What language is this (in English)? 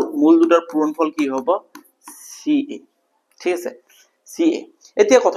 Assamese